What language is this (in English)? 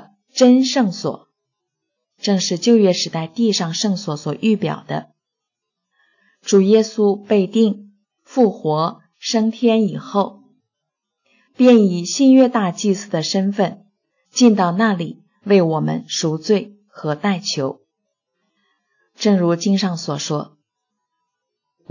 Chinese